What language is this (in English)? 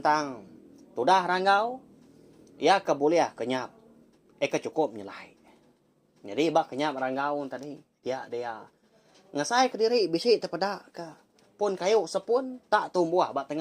Iban